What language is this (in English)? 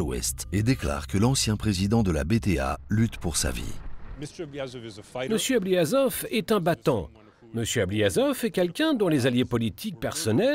French